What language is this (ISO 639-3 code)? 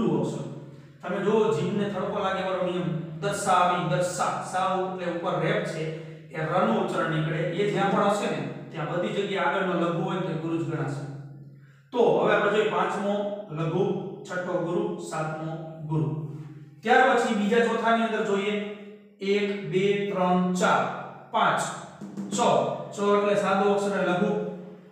guj